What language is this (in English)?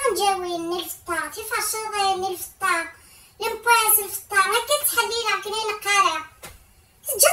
Kabyle